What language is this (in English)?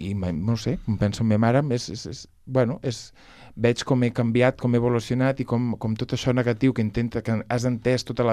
Catalan